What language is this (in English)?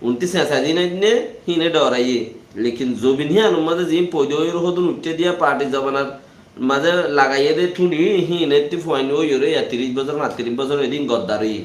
Rohingya